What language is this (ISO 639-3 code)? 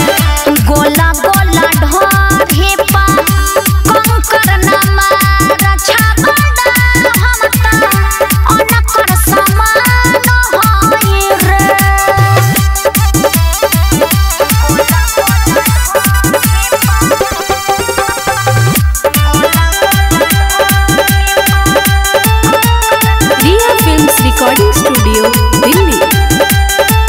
bho